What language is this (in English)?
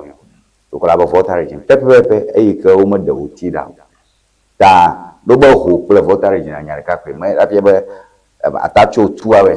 Ewe